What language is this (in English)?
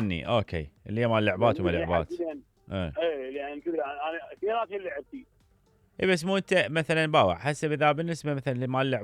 Mesopotamian Arabic